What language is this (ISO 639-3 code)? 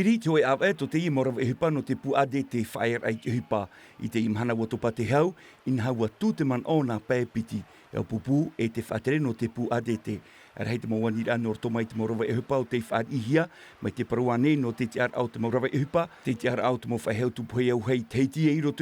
tah